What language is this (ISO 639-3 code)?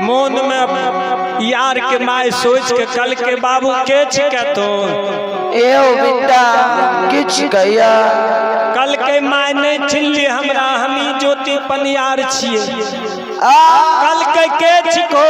mai